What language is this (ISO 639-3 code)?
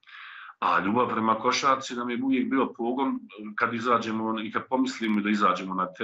bos